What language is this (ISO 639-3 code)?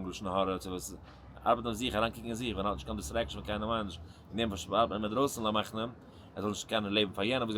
yid